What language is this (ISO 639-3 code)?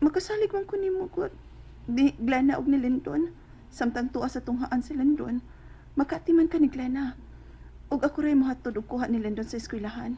ceb